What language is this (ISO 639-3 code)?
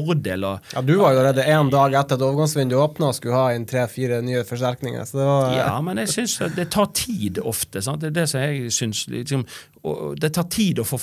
nor